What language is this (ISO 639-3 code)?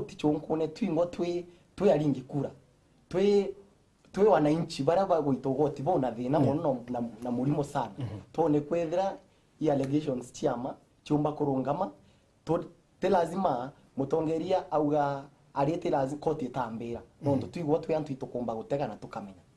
mer